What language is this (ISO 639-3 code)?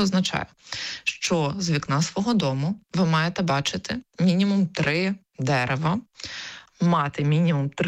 ukr